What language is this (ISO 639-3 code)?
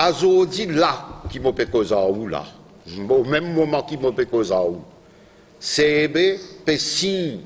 mfe